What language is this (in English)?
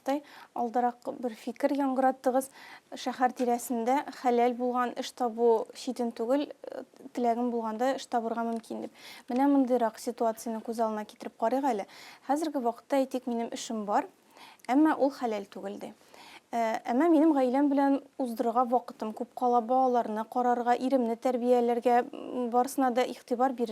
Tatar